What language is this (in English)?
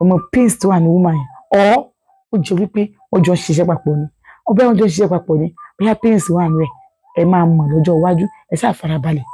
Yoruba